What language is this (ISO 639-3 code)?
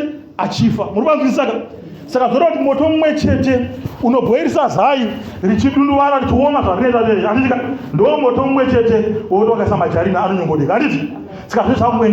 sna